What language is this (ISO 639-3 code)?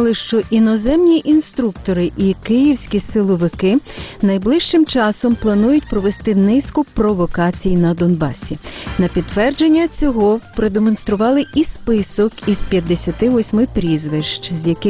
ukr